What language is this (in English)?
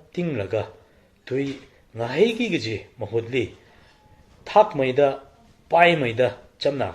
Tangkhul Naga (India)